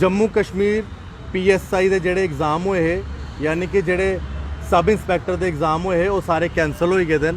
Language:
Dogri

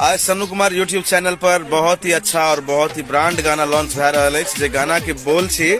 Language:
Maithili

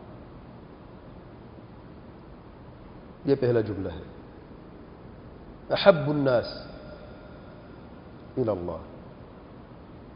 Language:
Urdu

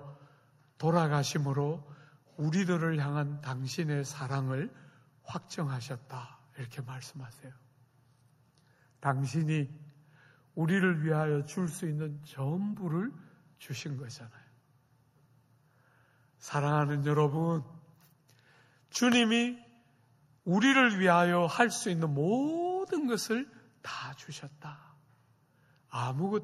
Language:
Korean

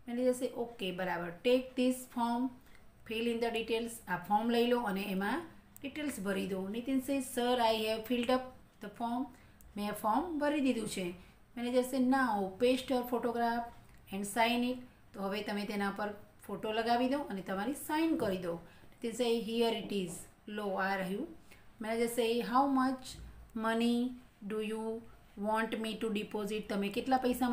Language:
Gujarati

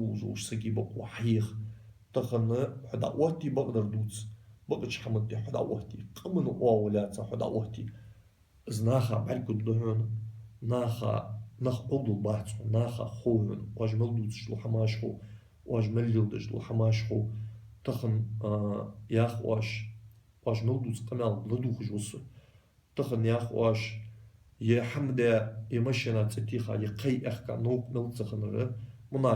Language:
Ingush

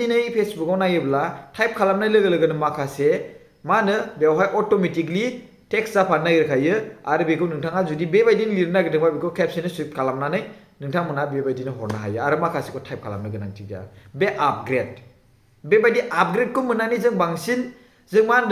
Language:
Bodo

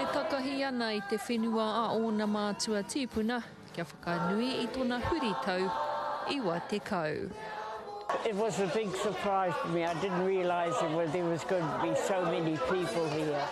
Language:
Māori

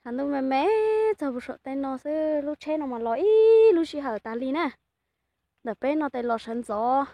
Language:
Hmong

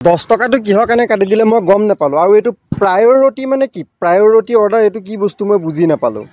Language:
Assamese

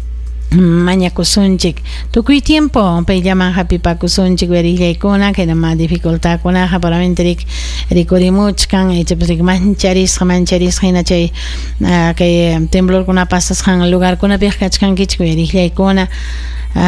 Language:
Ayacucho Quechua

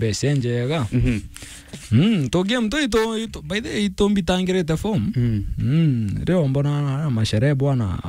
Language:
Meru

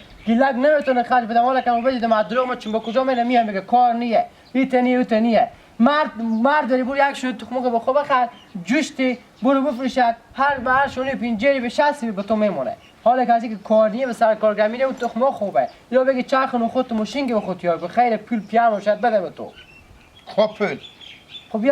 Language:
Hazaragi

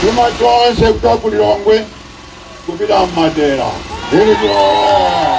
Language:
Nyanja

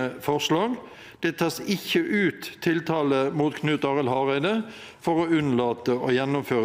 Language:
Norwegian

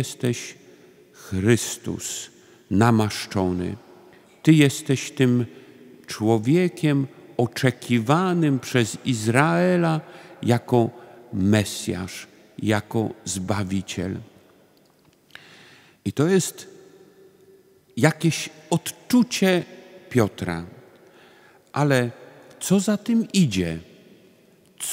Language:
Polish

